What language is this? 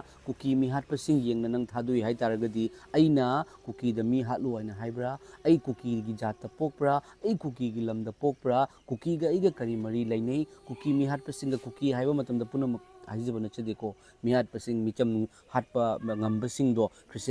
Manipuri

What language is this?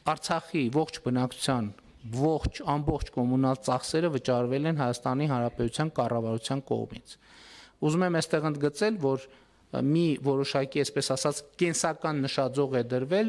Armenian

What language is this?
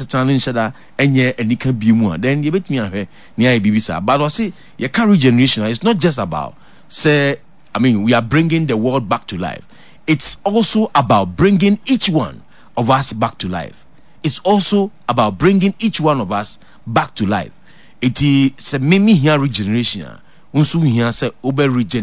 Akan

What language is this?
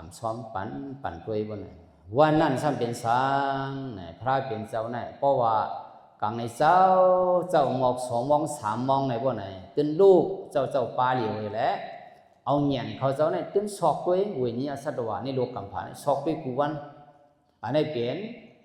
Shan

